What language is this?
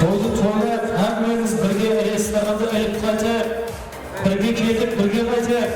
Kara-Kalpak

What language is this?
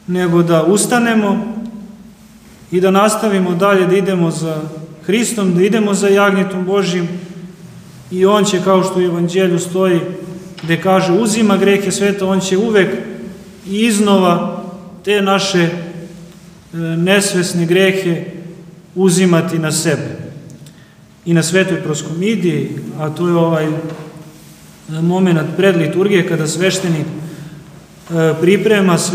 Serbian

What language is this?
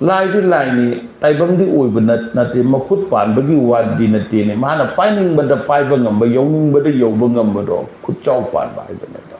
Manipuri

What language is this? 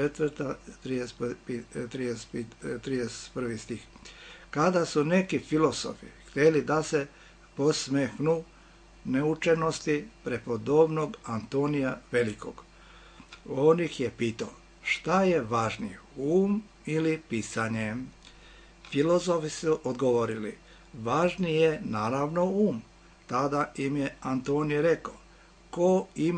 Serbian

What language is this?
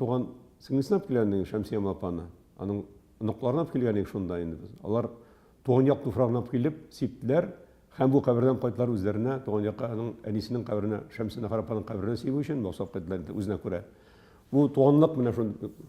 Tatar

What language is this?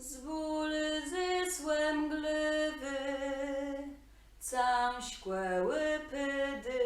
Kashubian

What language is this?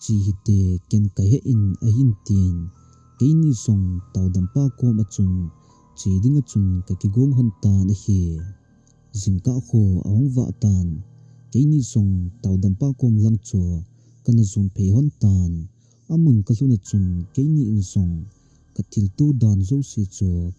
Thado Chin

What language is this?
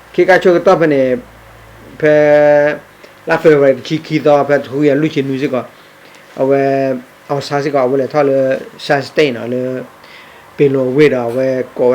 S'gaw Karen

